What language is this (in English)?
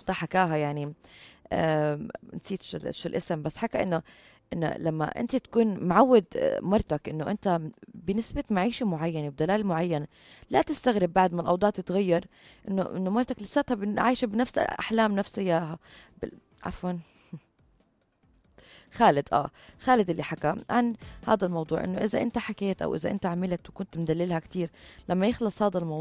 North Levantine Arabic